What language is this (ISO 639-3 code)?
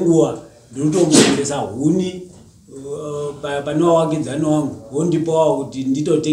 sna